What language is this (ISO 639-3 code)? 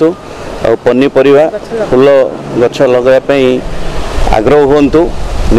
ori